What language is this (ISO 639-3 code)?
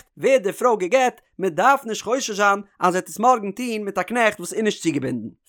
yid